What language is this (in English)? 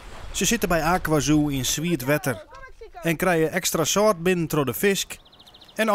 Western Frisian